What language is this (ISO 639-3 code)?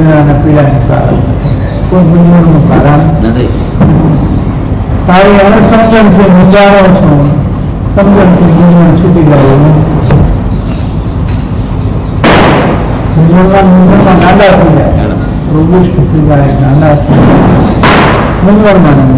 guj